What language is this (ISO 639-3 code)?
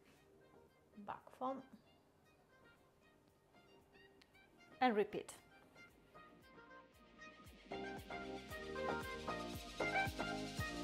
deu